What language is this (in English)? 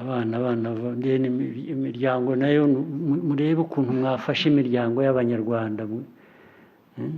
Kinyarwanda